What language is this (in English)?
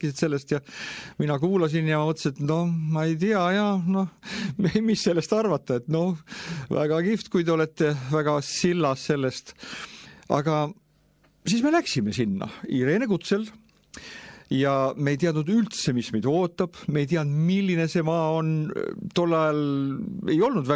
Estonian